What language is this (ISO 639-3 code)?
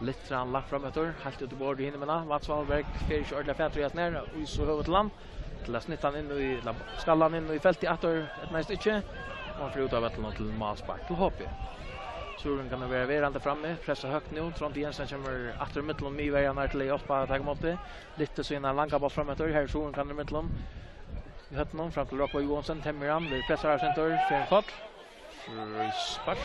fao